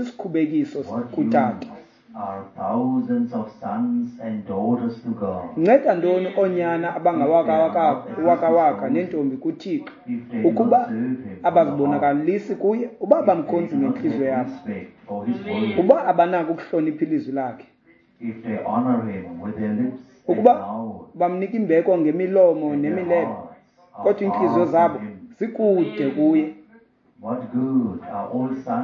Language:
Xhosa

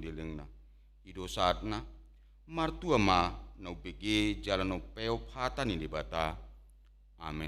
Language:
Batak Toba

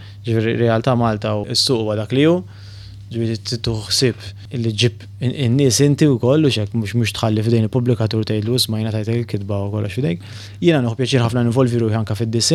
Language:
Maltese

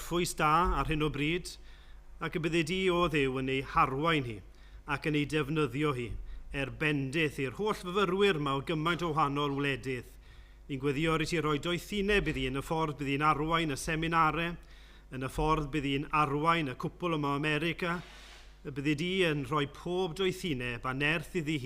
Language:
Welsh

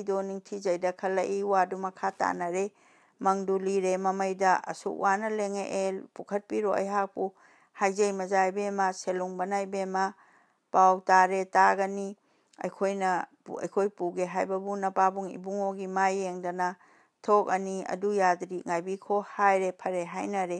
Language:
Manipuri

